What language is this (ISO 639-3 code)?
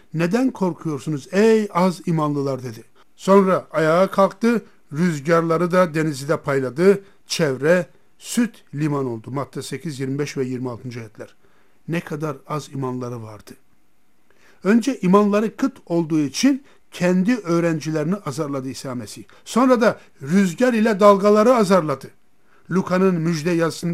tur